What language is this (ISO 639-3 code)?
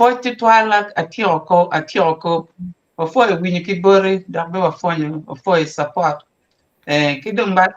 ach